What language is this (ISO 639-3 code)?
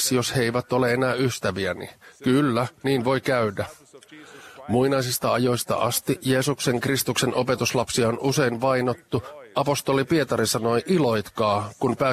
fin